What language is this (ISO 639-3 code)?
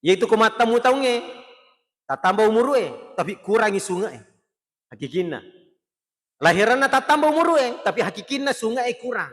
bug